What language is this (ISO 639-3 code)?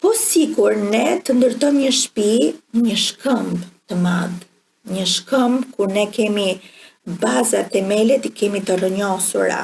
sqi